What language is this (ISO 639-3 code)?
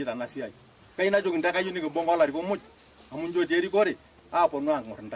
mas